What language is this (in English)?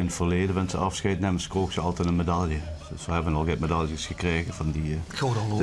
Limburgish